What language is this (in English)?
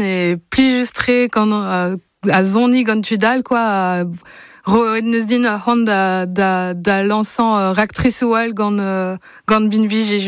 Breton